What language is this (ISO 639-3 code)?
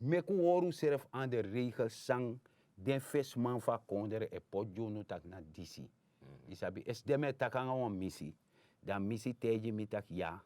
srn